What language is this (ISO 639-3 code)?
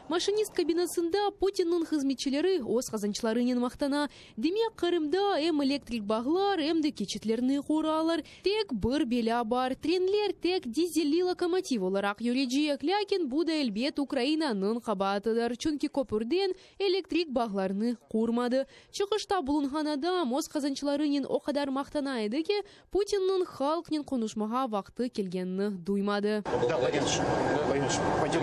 crh